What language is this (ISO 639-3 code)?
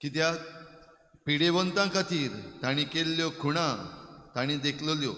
kok